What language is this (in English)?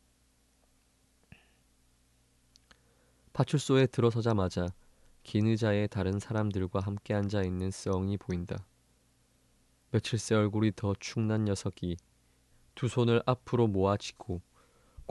Korean